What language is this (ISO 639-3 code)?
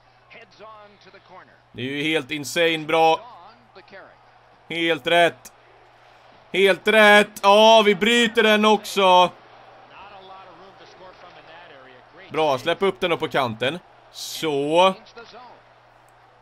swe